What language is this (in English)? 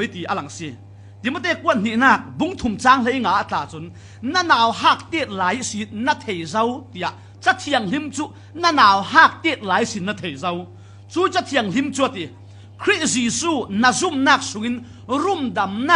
Falam Chin